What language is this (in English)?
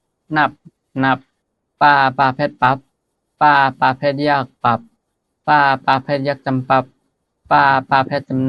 Shan